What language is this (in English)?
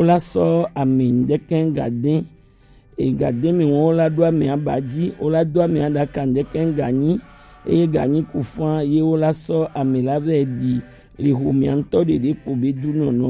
Gen